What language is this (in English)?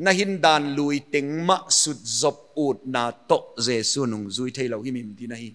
Paite Chin